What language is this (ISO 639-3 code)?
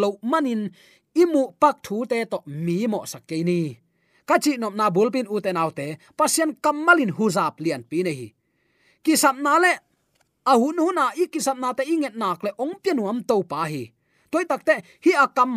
ctd